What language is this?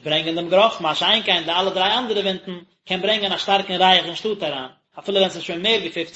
Yiddish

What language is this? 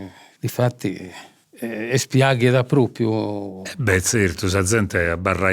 Sardinian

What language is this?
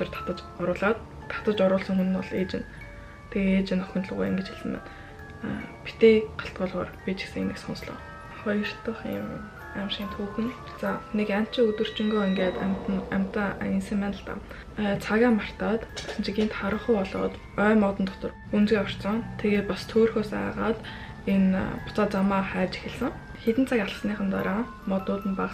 Mongolian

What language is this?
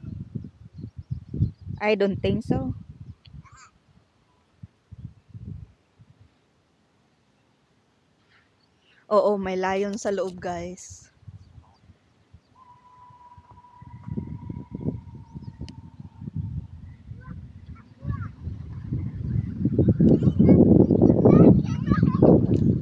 Filipino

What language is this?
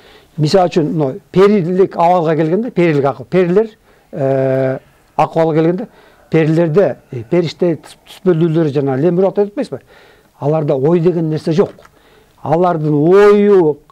Kyrgyz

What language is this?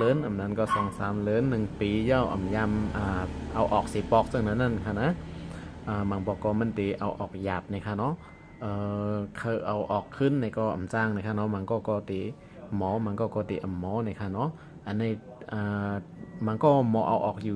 Shan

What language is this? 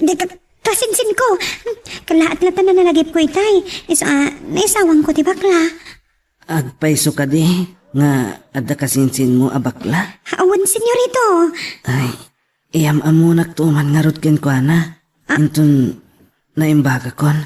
Iloko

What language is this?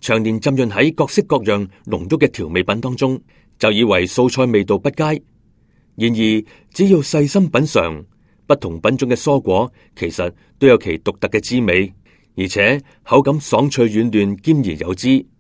Cantonese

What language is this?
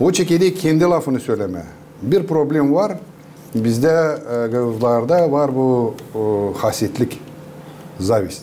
Gagauz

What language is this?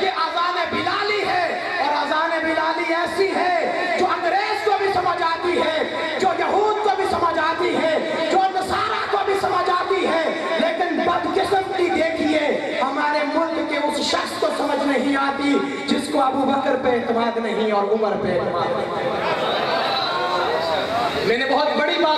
Urdu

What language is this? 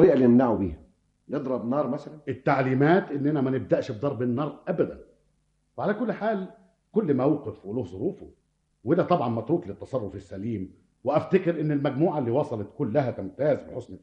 Egyptian Arabic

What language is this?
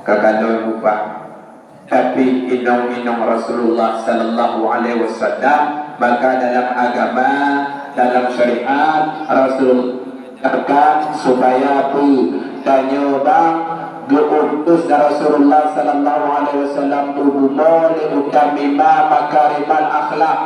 Achinese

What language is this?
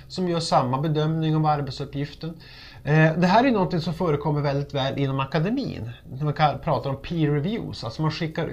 Swedish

